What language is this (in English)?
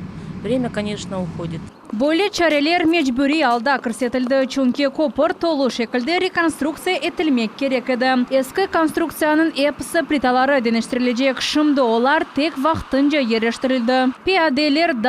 Crimean Tatar